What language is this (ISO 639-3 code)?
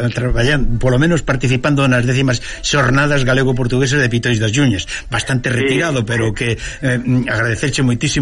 glg